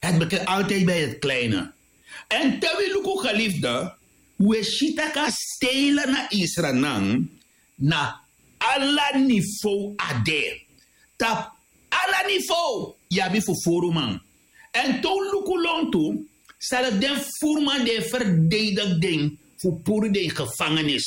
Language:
Sranan Tongo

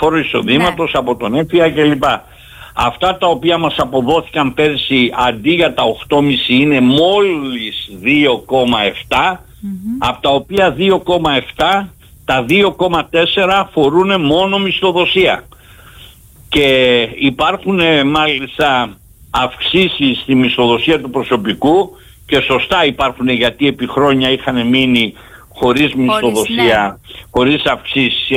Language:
Greek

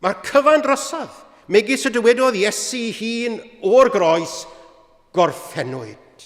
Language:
Welsh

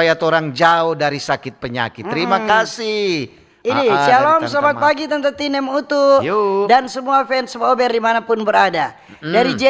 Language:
Manado Malay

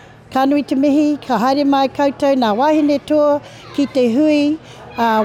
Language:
Māori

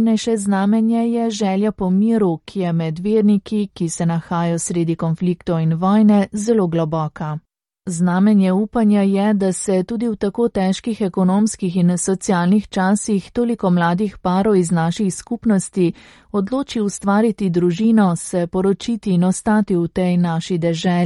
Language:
Slovenian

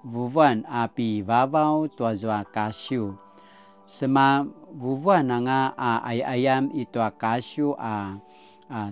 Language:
Paiwan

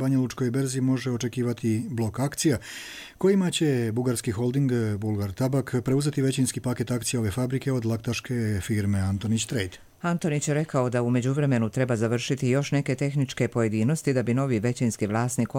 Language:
Croatian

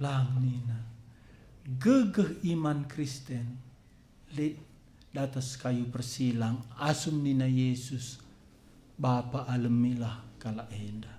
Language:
Batak Karo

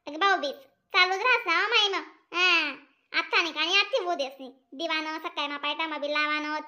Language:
Khandesi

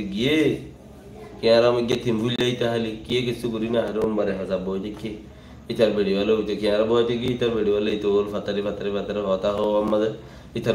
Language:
Rohingya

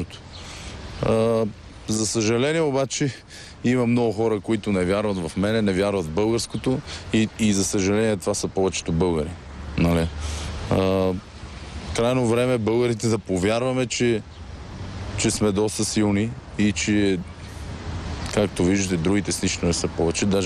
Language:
Bulgarian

